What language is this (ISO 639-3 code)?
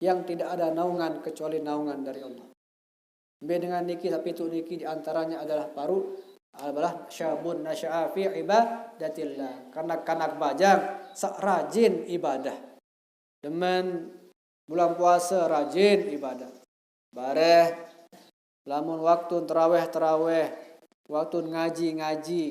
sas